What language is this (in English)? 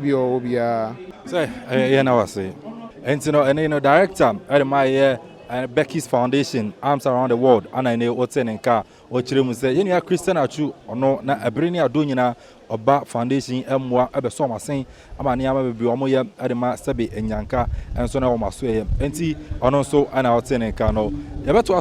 Akan